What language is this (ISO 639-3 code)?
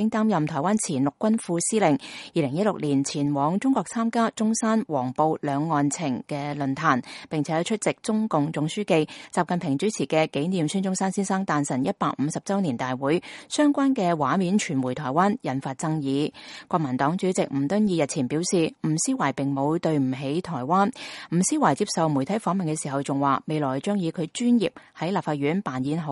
yue